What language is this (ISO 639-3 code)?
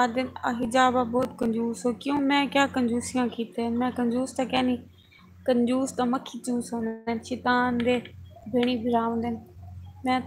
skr